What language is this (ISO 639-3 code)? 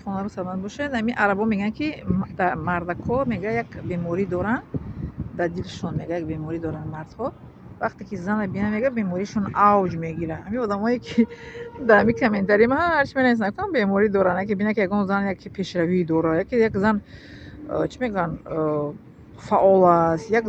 tgk